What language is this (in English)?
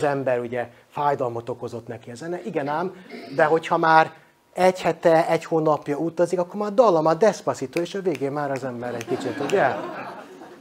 Hungarian